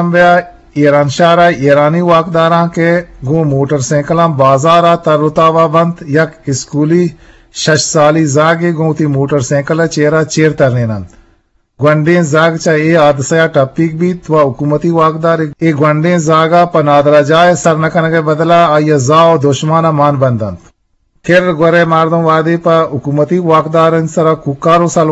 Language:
Eastern Balochi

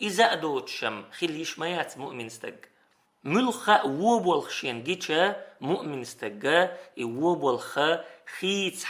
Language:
Chechen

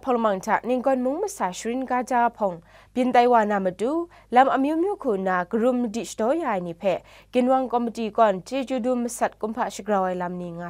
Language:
Kachin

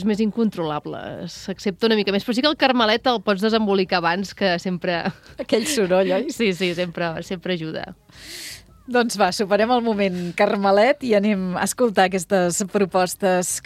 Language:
Catalan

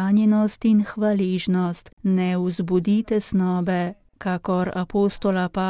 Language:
Slovenian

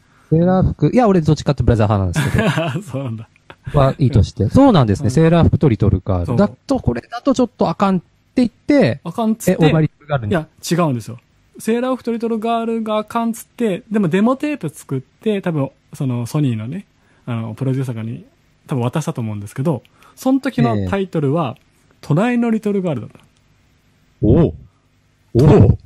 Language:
Japanese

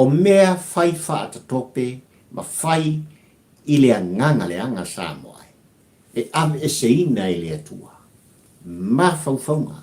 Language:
Samoan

